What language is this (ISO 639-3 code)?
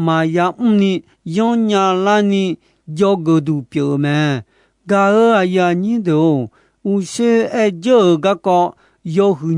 ahk